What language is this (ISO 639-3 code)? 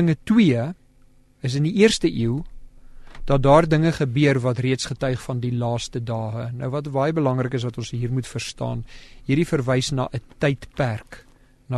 afr